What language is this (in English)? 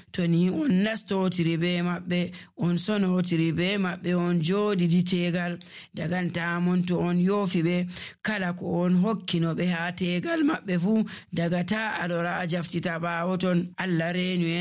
Nigerian Fulfulde